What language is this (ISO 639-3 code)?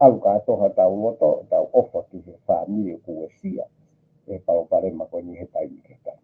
ton